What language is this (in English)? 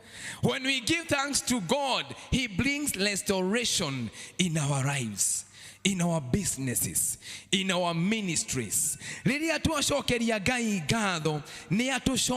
Kikuyu